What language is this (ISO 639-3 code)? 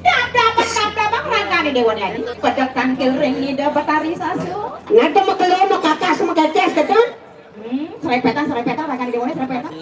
ban